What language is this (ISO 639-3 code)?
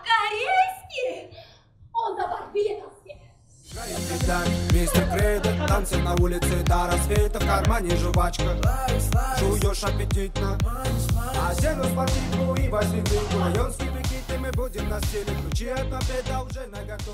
kaz